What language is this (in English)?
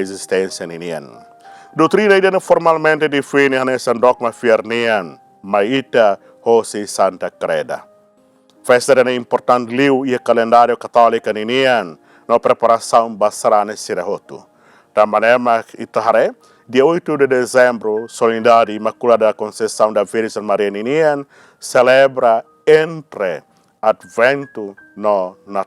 Tetum